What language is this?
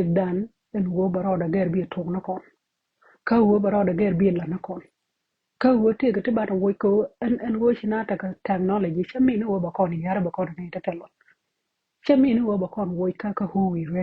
Nuer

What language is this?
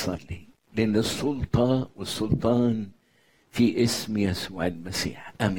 Egyptian Arabic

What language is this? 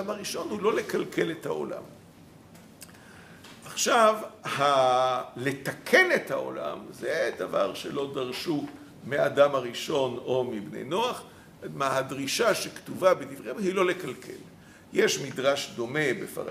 Hebrew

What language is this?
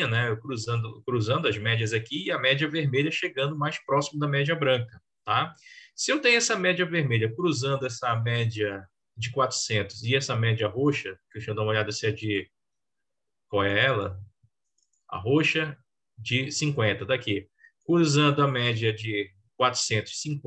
Portuguese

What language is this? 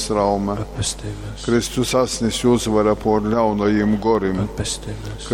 Latgalian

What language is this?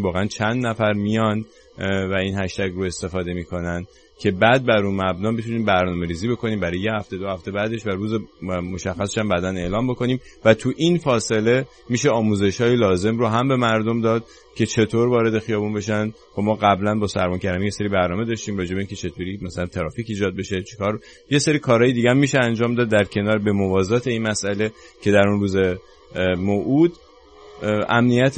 Persian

